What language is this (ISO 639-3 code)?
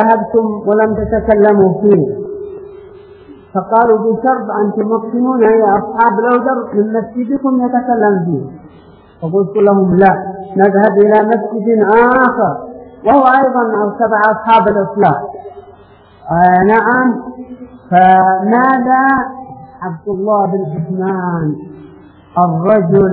ara